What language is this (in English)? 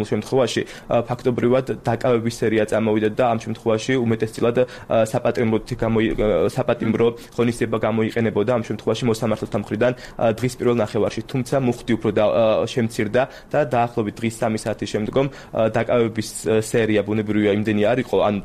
Georgian